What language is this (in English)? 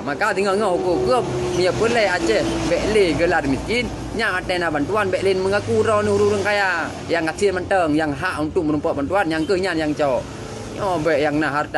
Achinese